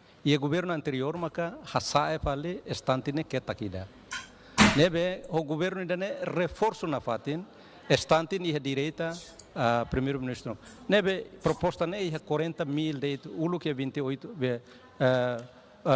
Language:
Tetum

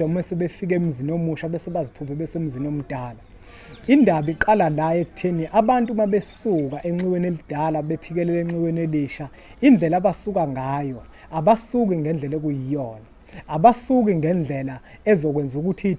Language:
Zulu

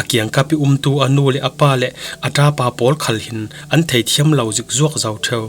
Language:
Falam Chin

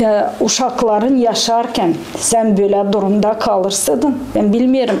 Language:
Gagauz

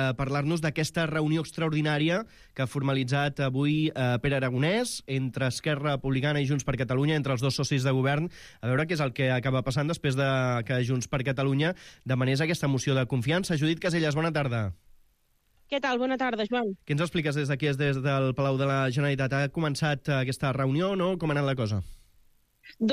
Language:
Catalan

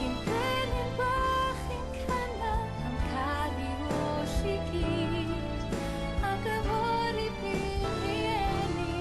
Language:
Welsh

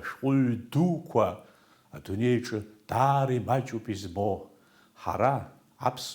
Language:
Abkhazian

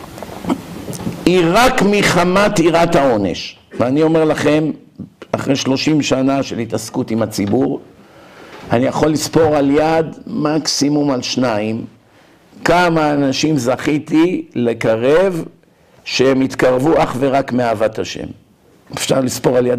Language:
Hebrew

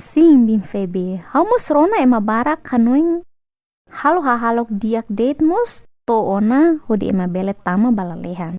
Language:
Tetum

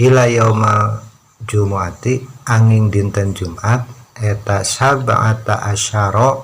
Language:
Sundanese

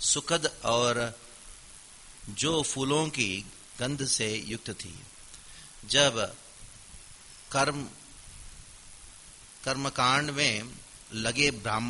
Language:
Hindi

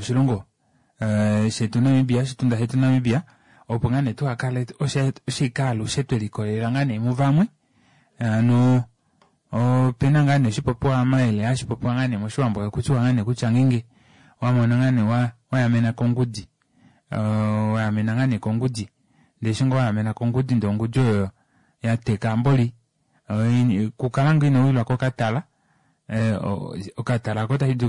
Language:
Kuanyama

